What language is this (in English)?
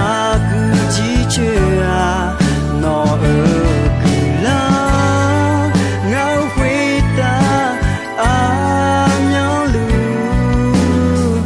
Akha